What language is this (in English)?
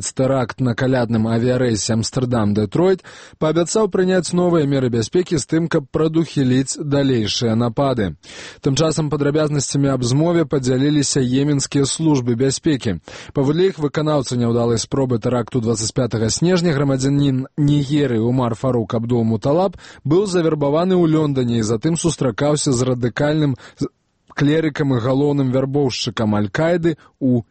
Belarusian